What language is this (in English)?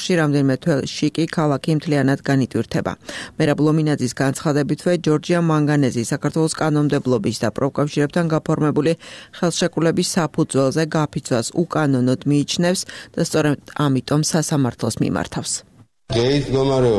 Georgian